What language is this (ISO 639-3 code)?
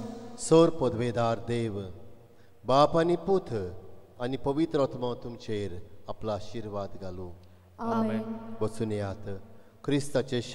kok